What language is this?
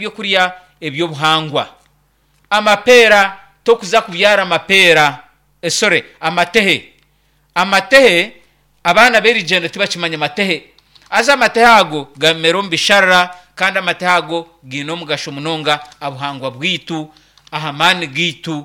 Nyankole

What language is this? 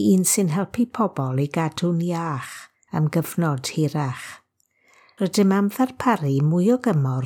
Welsh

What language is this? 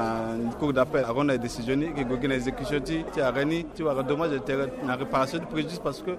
Sango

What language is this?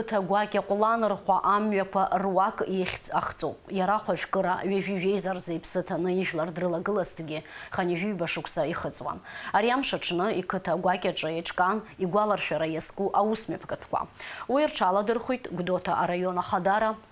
Abkhazian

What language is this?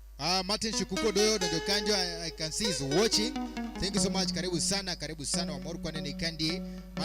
Luo (Kenya and Tanzania)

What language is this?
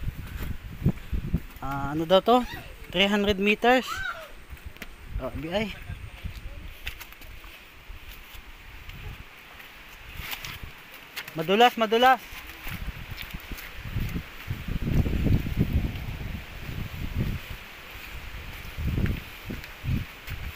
Filipino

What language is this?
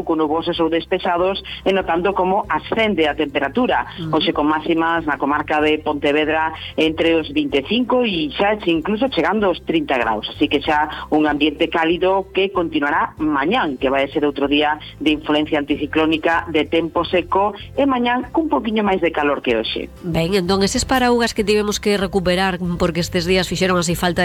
Galician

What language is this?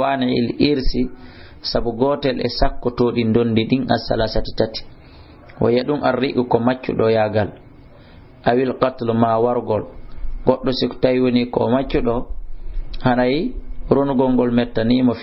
Fula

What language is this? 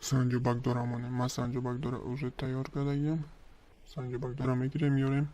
Tajik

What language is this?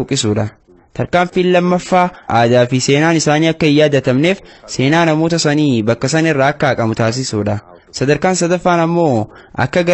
Oromo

